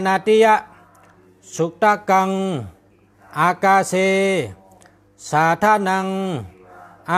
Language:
Shan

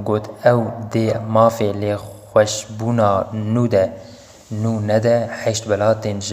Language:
Kurdish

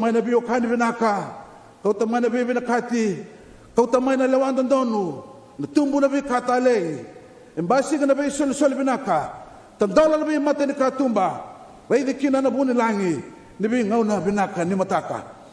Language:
Fijian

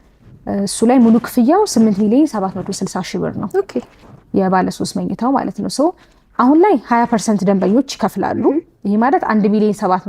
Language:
Amharic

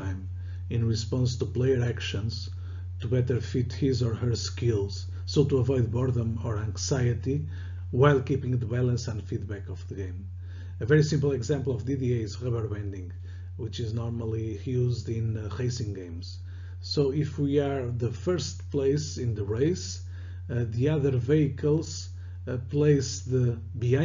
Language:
English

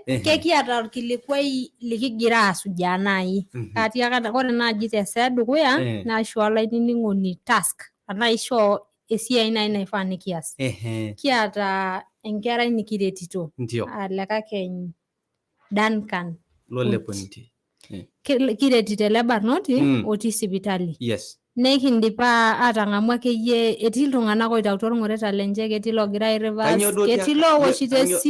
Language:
Masai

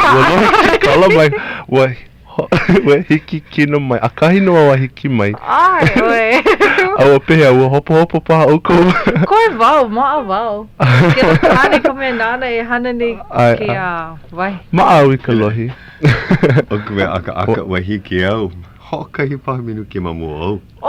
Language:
Hawaiian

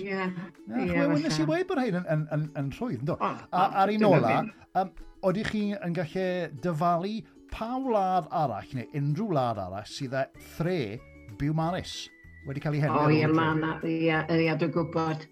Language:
Welsh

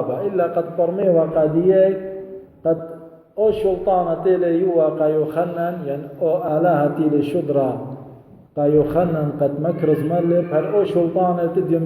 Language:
Assyrian Neo-Aramaic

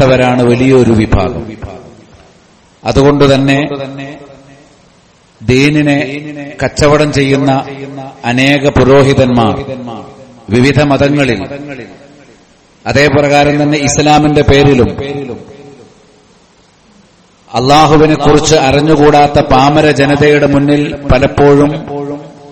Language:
Malayalam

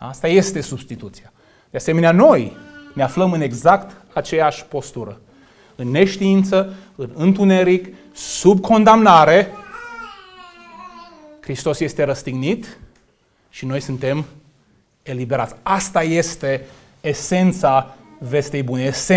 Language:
Romanian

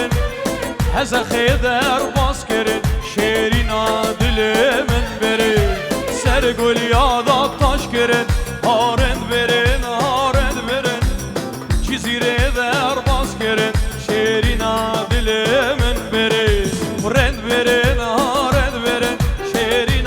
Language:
Kurdish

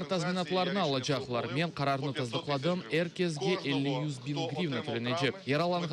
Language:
Crimean Tatar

